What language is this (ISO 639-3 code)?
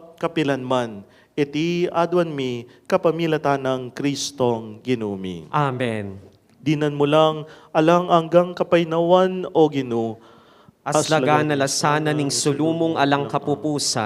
pam